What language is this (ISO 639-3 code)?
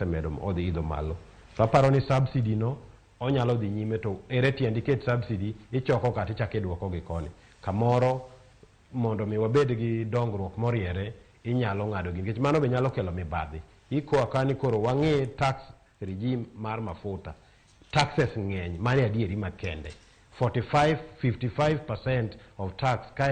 luo